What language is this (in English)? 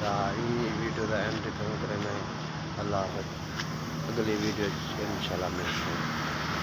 Saraiki